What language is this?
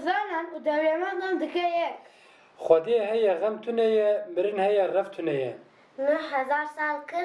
Kurdish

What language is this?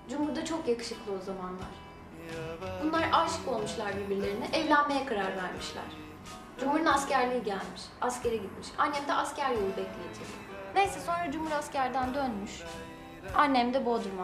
Turkish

